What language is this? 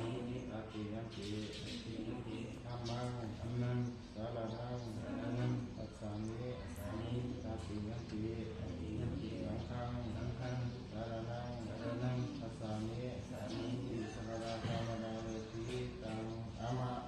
Pali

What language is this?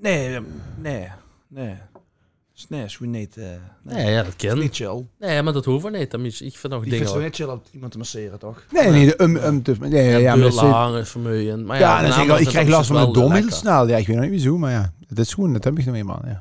Limburgish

